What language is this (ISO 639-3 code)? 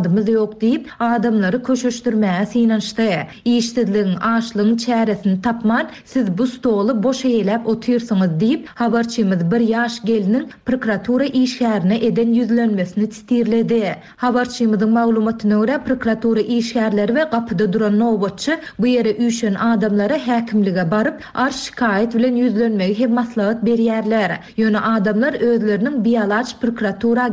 tuk